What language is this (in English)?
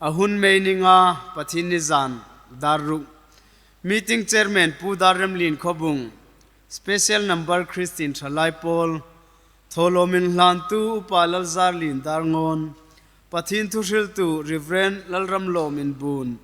Hmar